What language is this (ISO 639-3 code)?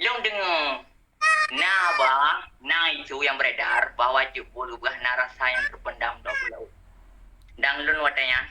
ace